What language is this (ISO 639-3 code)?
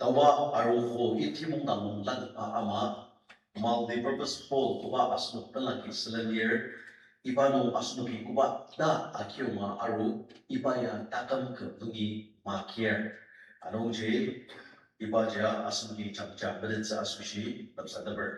njo